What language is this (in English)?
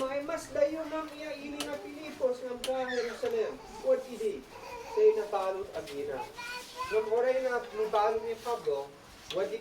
Isnag